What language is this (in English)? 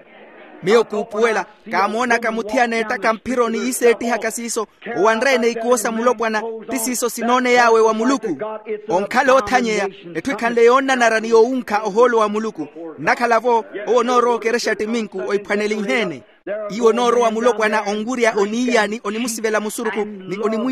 Makhuwa